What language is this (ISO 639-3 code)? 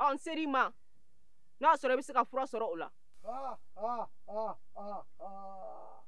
bam